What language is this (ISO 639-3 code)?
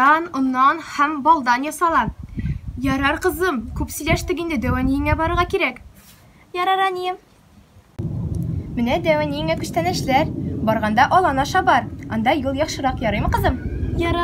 tat